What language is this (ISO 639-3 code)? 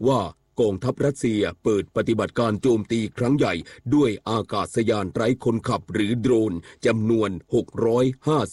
tha